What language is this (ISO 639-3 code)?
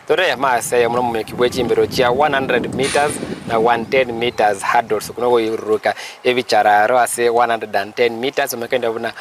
guz